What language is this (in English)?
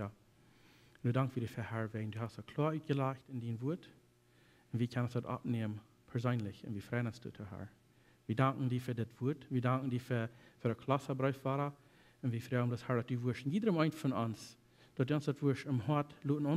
Plautdietsch